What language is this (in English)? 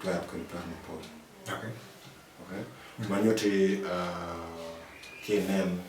Acoli